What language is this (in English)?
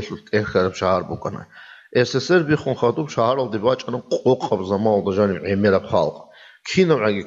Avaric